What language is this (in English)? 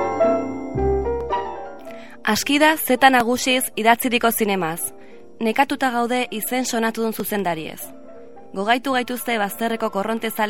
Basque